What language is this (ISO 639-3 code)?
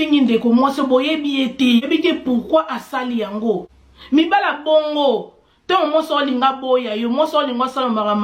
lin